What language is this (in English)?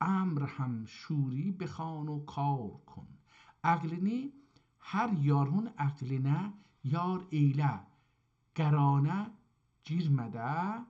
South Azerbaijani